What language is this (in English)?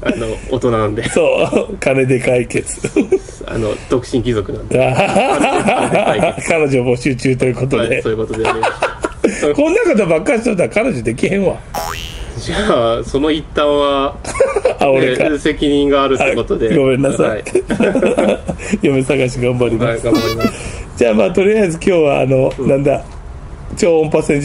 Japanese